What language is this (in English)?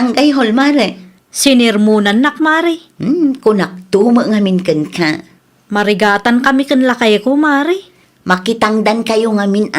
Iloko